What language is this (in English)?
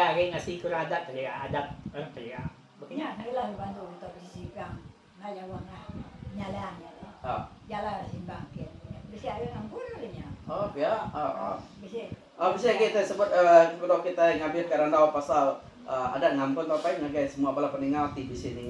Iban